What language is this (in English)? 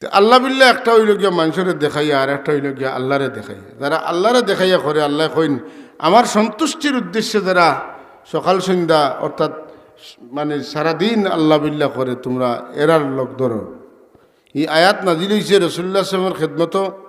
Sylheti